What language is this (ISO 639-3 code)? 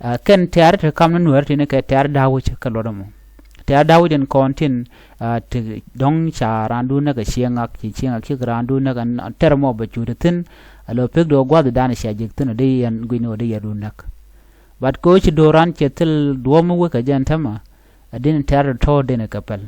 nus